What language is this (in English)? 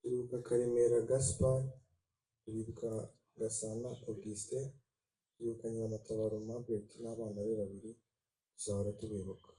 Kinyarwanda